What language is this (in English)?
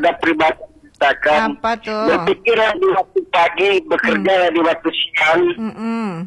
Indonesian